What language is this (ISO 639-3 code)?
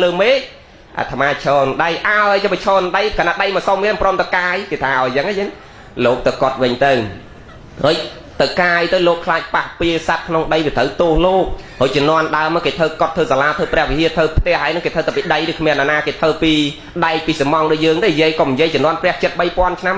khm